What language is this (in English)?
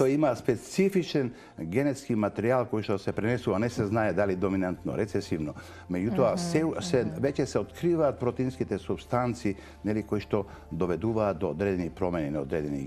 Macedonian